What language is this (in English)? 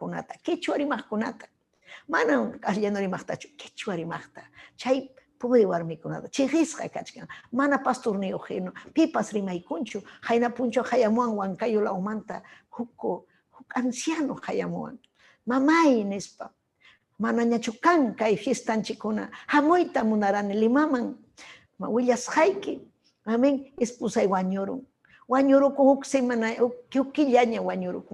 Ayacucho Quechua